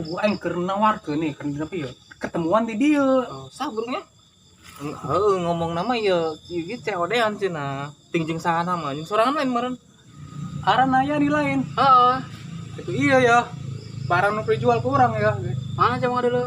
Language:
Sundanese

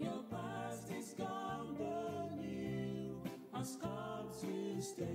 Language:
Ewe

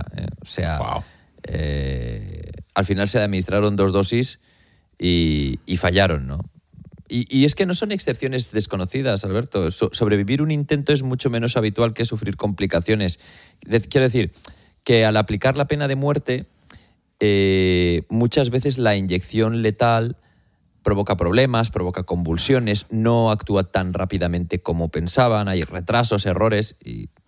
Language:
Spanish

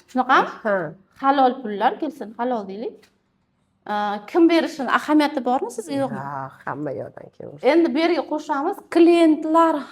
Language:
Uzbek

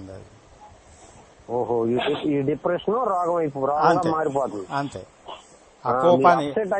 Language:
Telugu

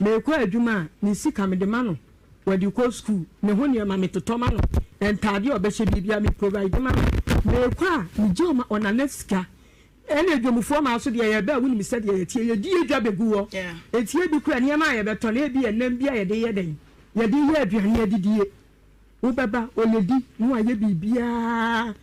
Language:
Akan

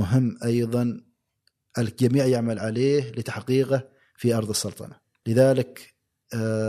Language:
Gulf Arabic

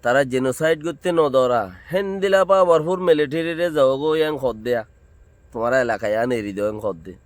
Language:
Rohingya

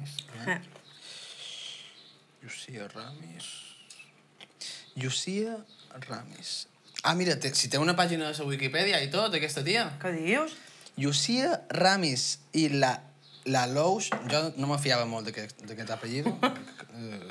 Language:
Catalan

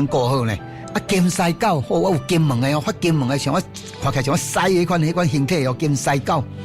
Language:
Min Nan Chinese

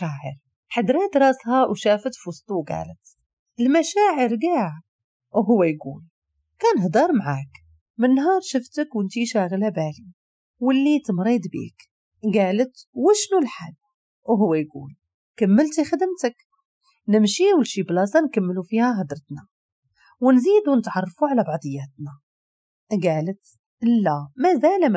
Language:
Moroccan Arabic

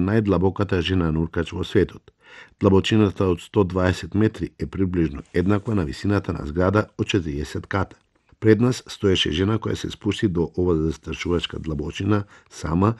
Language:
Macedonian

